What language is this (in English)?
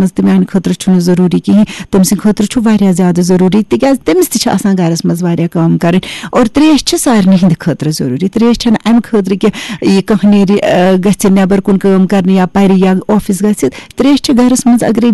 Kashmiri